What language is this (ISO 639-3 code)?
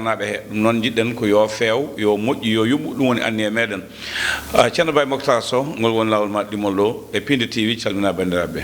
ful